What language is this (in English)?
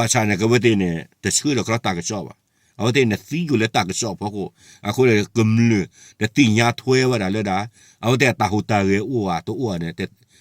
S'gaw Karen